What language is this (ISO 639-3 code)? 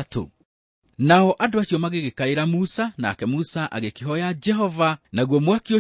kik